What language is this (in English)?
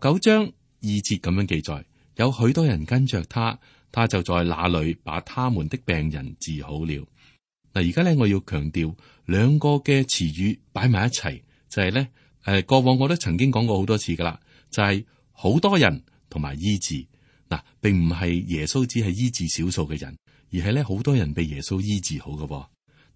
Cantonese